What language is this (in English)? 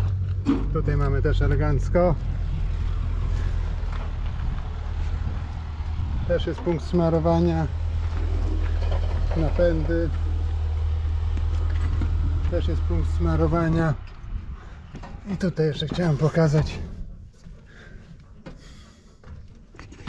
Polish